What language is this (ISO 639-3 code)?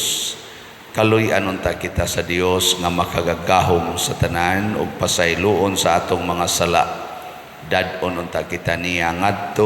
ceb